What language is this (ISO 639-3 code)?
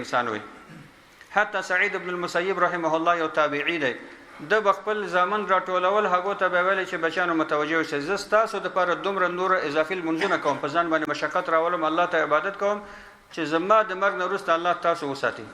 pus